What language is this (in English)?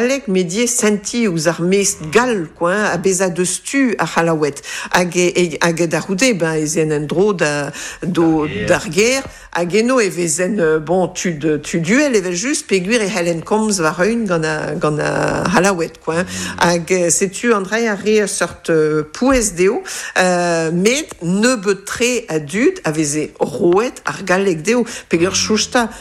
Breton